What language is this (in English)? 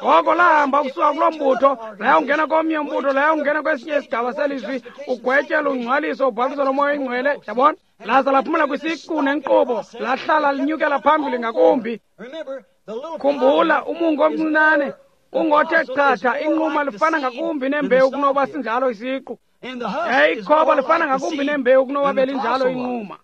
Xhosa